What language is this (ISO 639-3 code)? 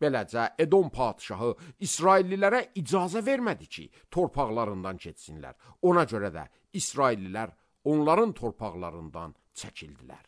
aze